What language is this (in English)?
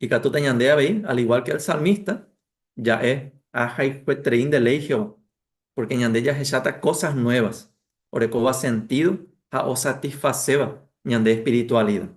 Guarani